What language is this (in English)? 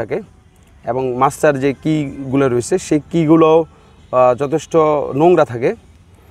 Bangla